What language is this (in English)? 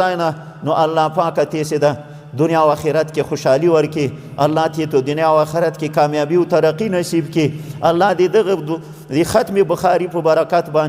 Pashto